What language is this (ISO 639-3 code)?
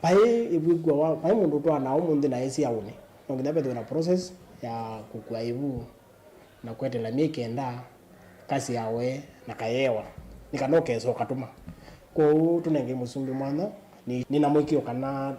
kam